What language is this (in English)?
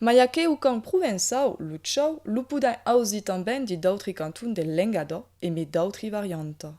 Occitan